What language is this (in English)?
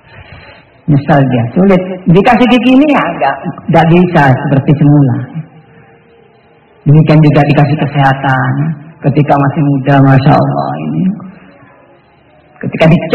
Indonesian